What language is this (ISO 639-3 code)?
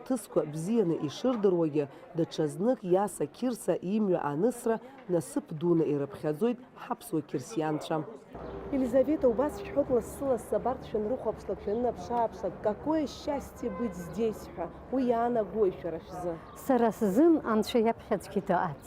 abk